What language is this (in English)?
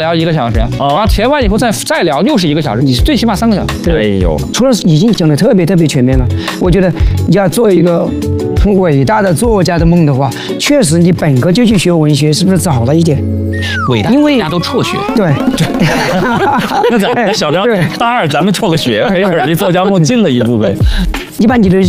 Chinese